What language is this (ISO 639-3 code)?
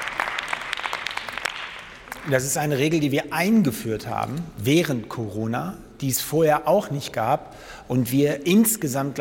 deu